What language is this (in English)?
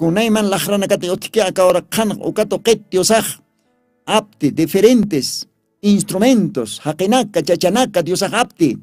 Aymara